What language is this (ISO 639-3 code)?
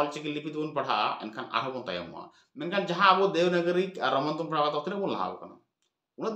sat